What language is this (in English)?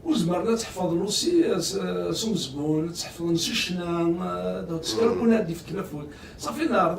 Kabyle